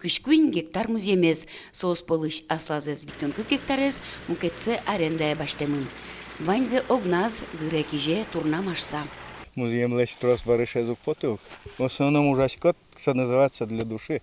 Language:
Udmurt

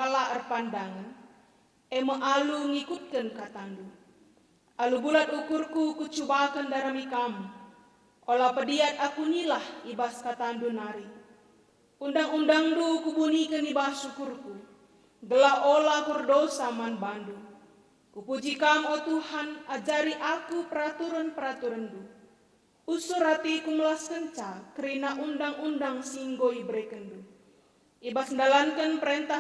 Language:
Batak Karo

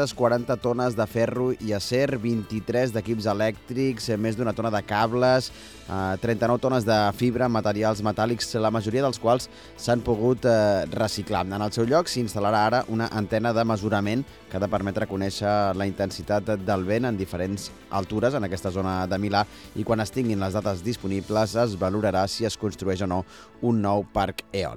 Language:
Catalan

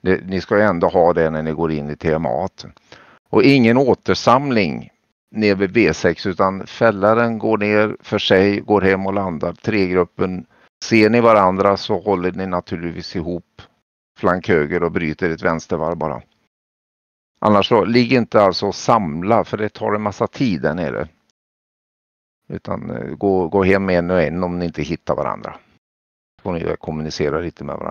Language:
Swedish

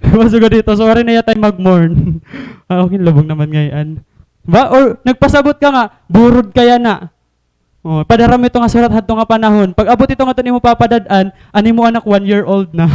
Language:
Waray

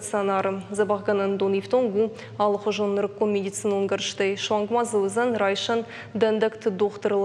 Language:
Ossetic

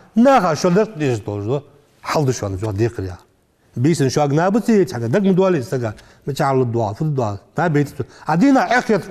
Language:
Ingush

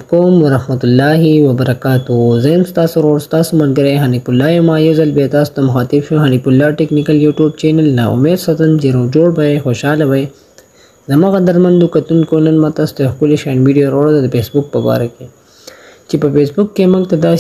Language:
Pashto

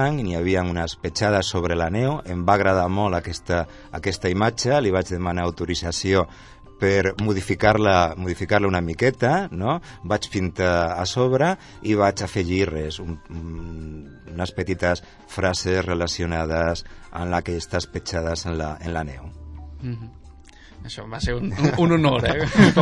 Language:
Catalan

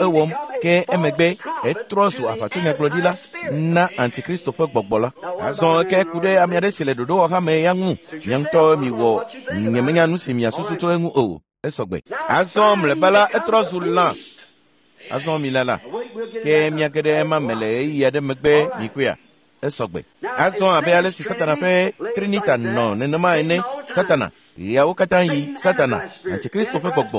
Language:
Ewe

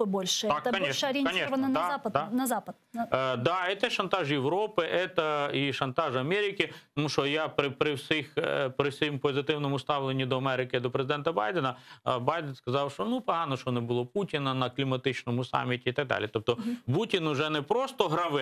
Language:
Crimean Tatar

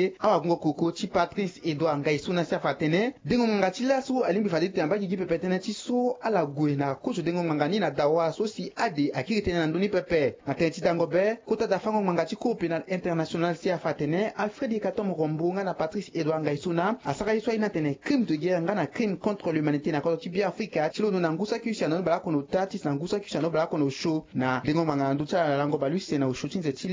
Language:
Sango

